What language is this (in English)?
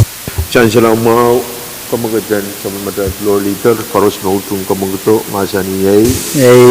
Pohnpeian